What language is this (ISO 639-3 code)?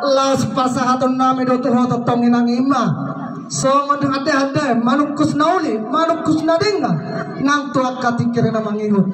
bbc